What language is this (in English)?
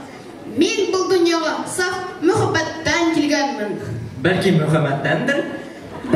Bashkir